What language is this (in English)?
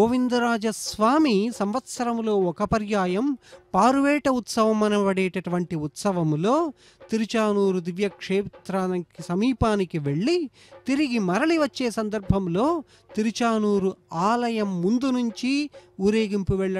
Telugu